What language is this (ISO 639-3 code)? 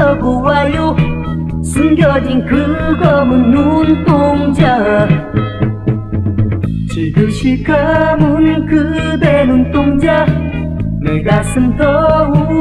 kor